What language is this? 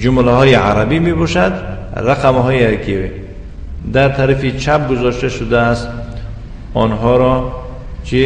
Tajik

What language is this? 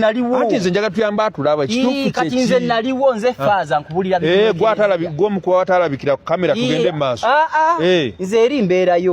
Ganda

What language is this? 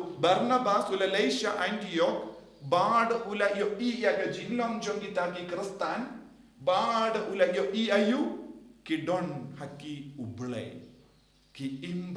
Khasi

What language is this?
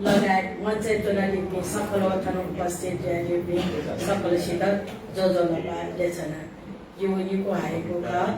Newari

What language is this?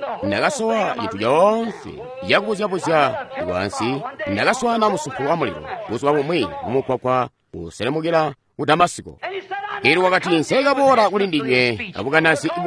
Tonga (Zambia)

